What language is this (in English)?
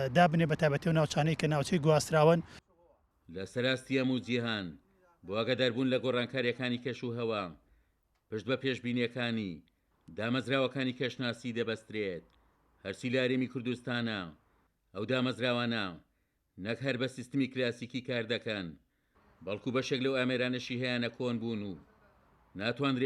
Central Kurdish